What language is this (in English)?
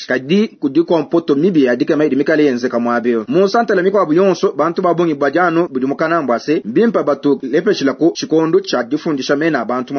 Luba-Lulua